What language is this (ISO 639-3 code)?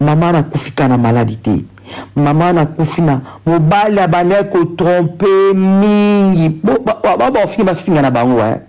lin